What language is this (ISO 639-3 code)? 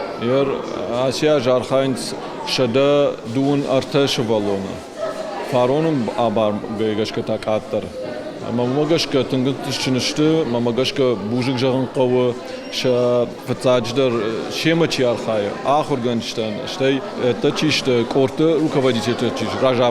oss